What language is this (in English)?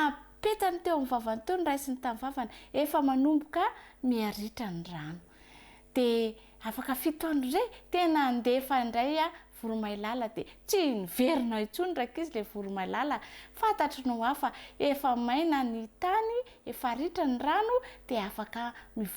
Malagasy